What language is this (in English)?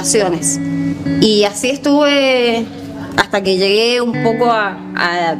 Spanish